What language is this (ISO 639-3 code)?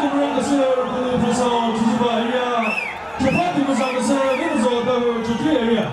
nri